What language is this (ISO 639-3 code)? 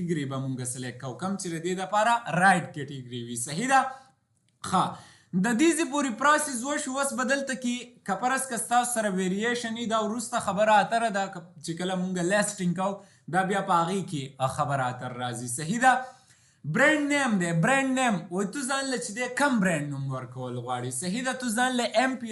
pus